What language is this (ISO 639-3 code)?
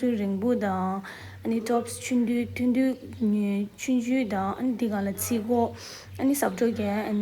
bod